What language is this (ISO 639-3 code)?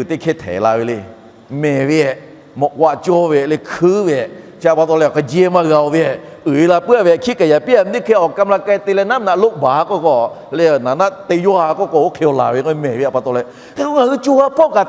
lhu